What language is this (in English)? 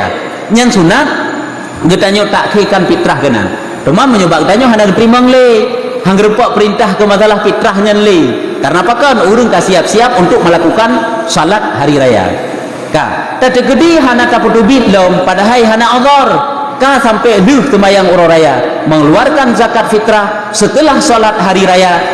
Achinese